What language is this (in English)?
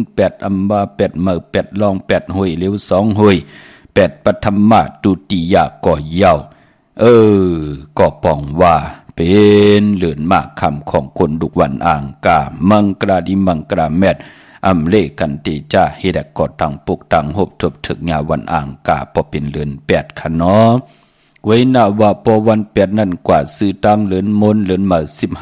Shan